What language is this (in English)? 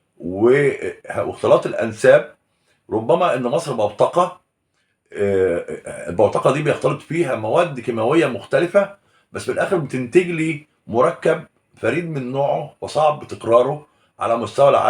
Egyptian Arabic